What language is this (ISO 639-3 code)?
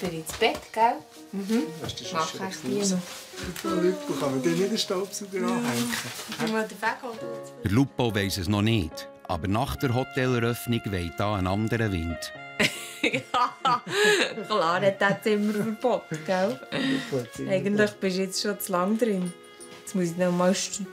gsw